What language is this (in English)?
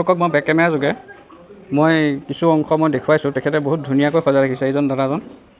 Assamese